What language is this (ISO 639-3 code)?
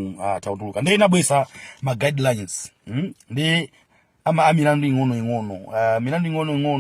nya